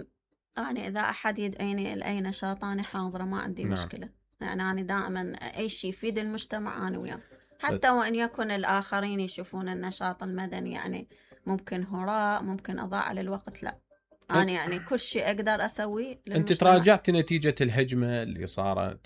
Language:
Mesopotamian Arabic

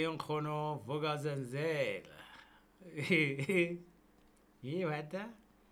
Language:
Southern Sotho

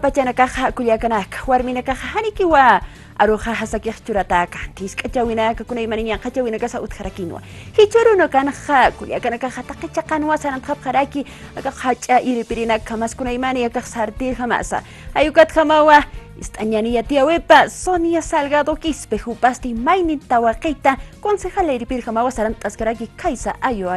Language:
Aymara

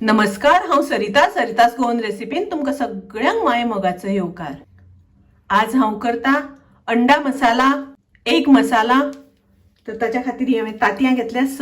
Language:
Konkani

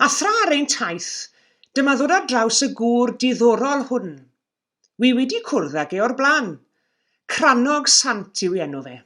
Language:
Welsh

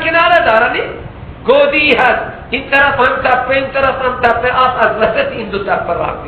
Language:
Persian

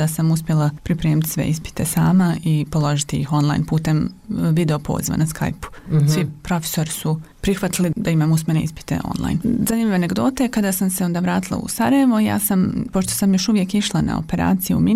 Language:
Bosnian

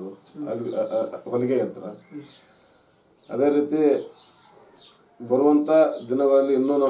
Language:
Kannada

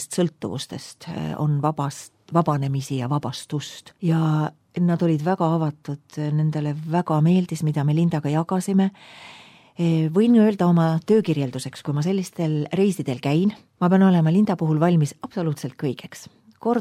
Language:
Estonian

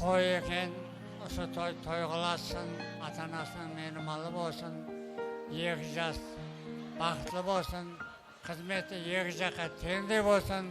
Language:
Kara-Kalpak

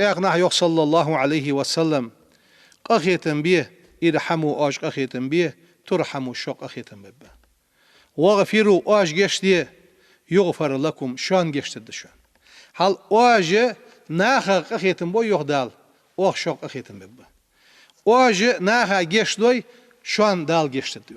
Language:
Ingush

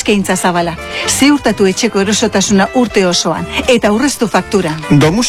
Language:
Basque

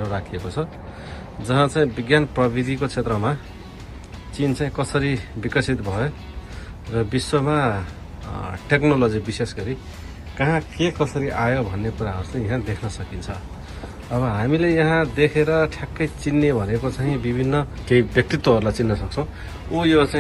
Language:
Nepali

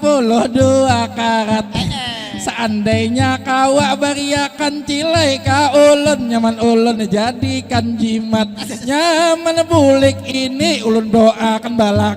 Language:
Banjar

